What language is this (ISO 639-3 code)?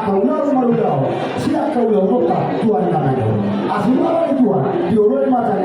bbc